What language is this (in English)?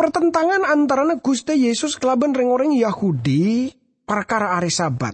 Madurese